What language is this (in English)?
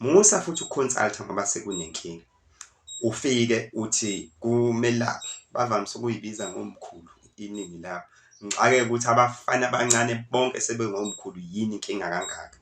Zulu